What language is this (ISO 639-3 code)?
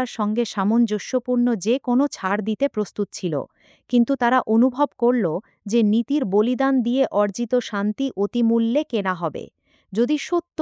ben